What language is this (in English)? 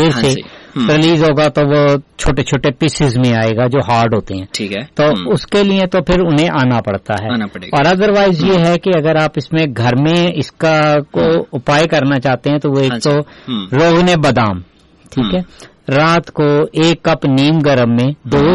Urdu